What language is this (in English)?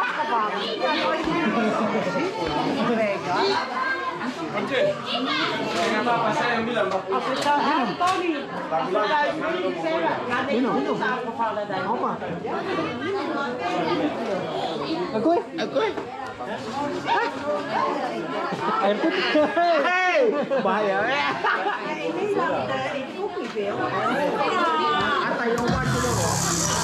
Dutch